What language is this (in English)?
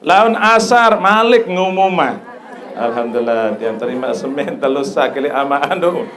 Sasak